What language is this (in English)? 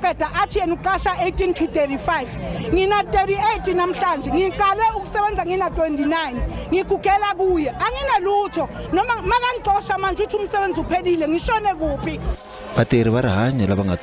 Tsonga